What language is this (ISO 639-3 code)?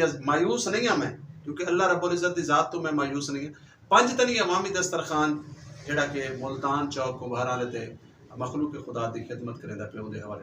skr